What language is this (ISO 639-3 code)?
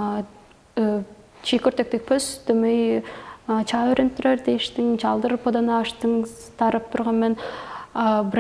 tyv